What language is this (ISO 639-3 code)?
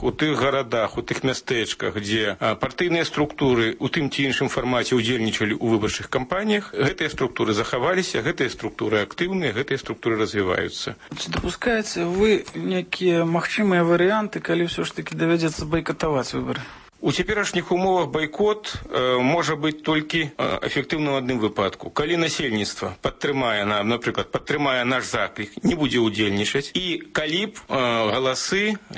bel